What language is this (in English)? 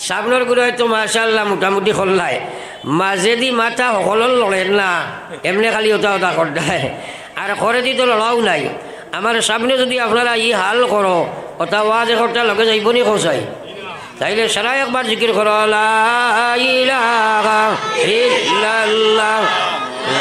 Sylheti